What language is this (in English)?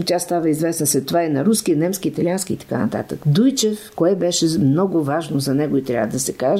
Bulgarian